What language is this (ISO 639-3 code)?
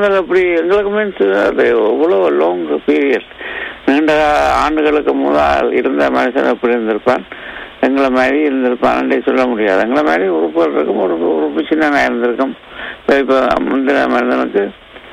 tam